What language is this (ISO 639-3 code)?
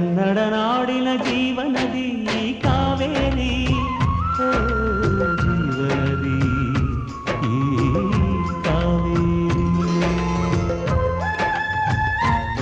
kan